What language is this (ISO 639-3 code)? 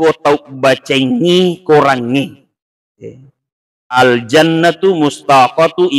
bug